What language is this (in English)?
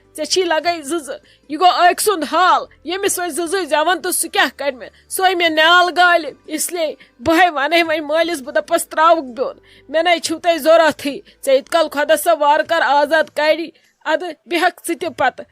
Kashmiri